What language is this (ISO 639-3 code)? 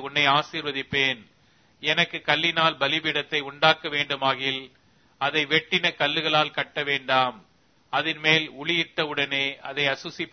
tam